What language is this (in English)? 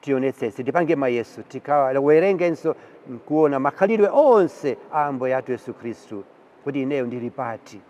Nyanja